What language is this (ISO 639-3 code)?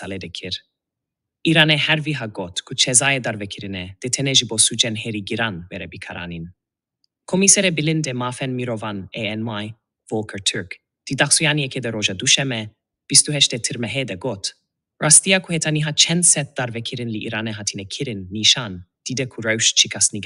kur